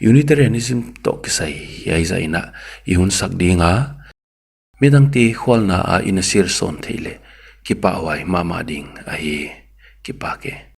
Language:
Paite Chin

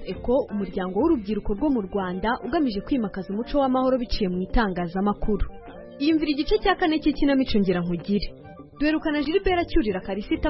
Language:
Kinyarwanda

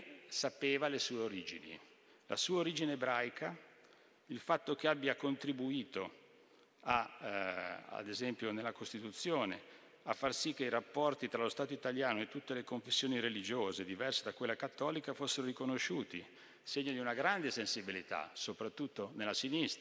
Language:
Italian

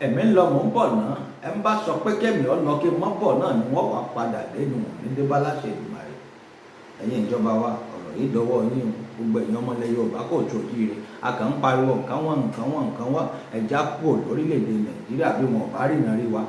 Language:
Yoruba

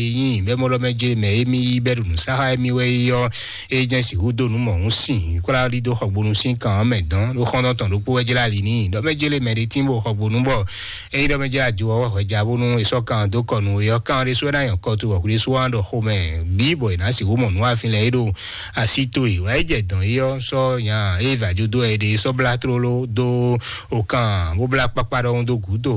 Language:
Fon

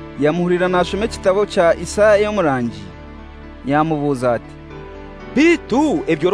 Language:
Kinyarwanda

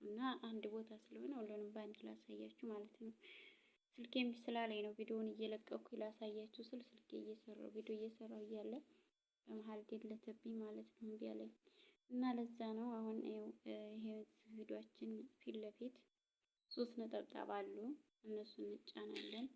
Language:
Amharic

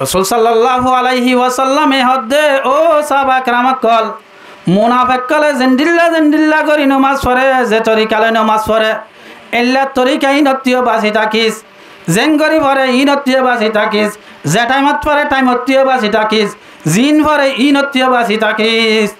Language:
Rohingya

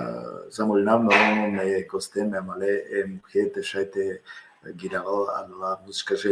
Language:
Balkan Romani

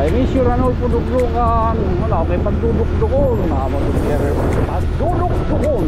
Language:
Waray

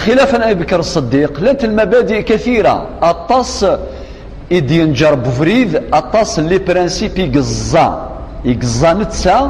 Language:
Kabyle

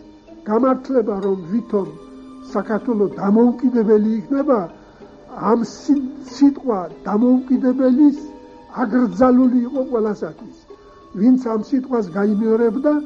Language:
Georgian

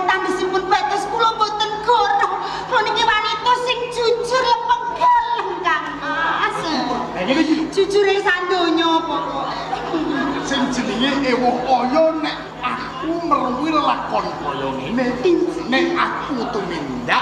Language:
Javanese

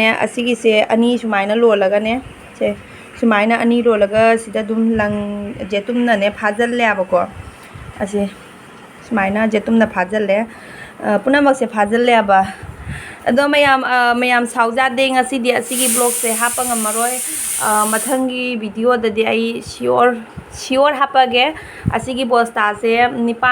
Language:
Manipuri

